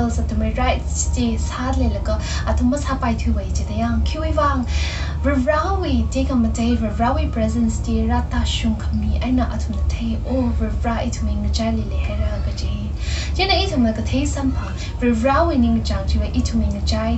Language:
Tangkhul Naga (India)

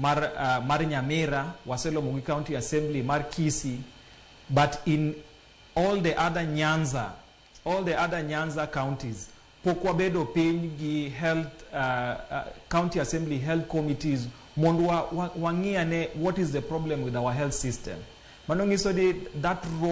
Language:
Luo (Kenya and Tanzania)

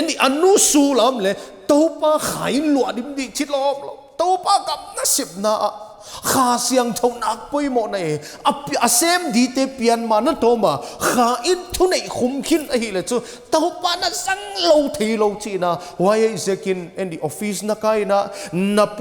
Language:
Paite Chin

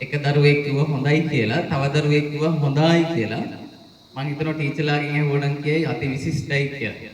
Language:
Sinhala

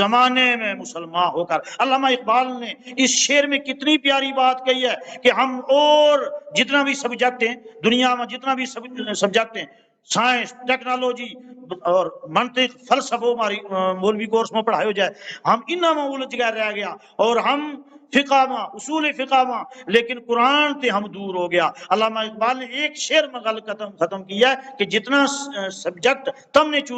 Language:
Gujari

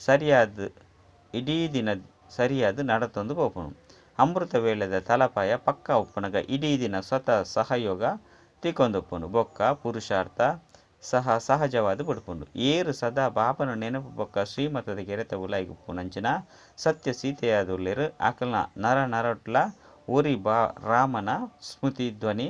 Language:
Tulu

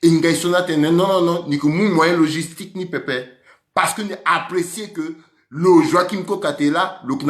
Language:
Sango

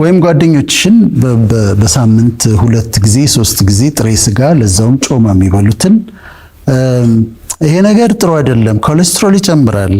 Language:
Amharic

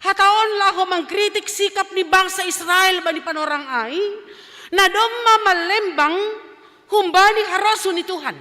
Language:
Batak Simalungun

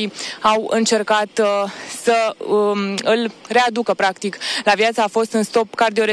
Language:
Romanian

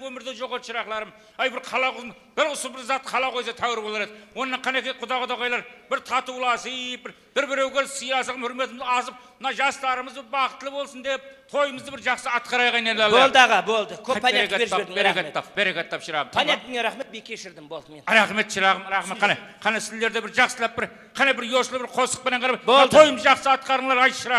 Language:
Kara-Kalpak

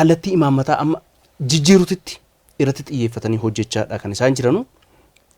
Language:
Oromo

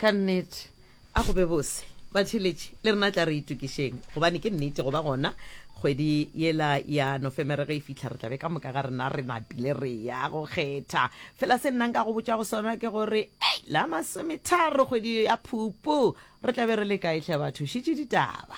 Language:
Northern Sotho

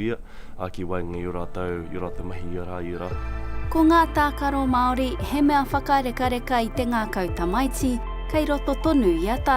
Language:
Māori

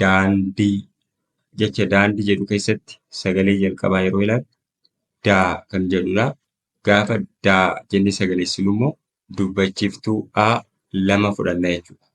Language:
Oromo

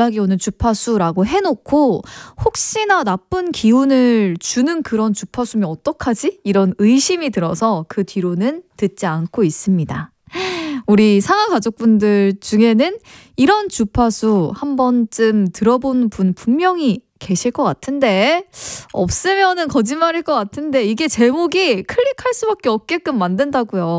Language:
Korean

